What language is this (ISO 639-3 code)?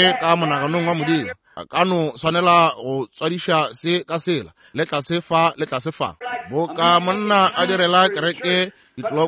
nso